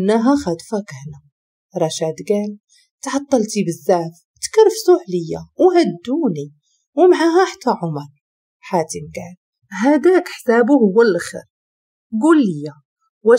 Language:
Moroccan Arabic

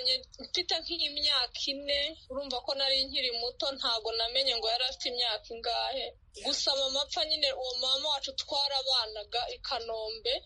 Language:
Kinyarwanda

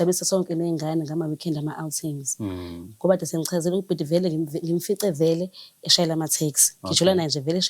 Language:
Zulu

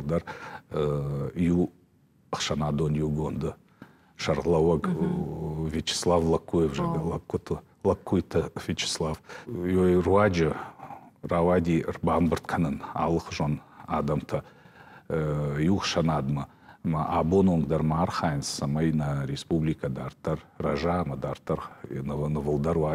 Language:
Ossetic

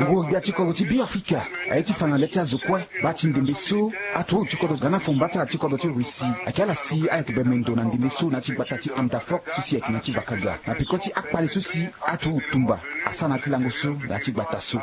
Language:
Sango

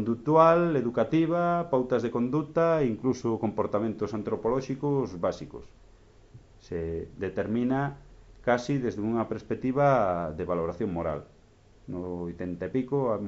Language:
Galician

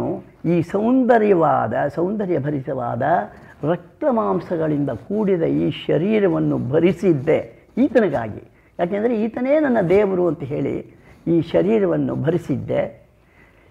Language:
Kannada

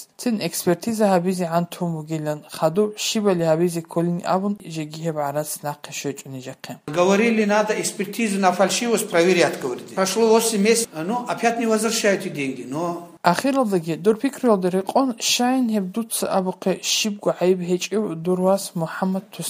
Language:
Avaric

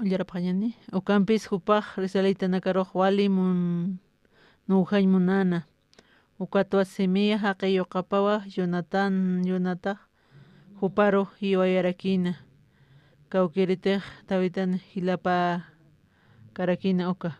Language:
Aymara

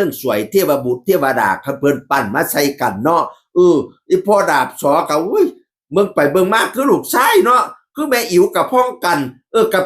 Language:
Northeastern Thai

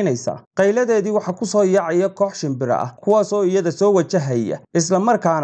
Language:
Somali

